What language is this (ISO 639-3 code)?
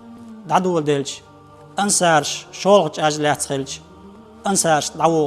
che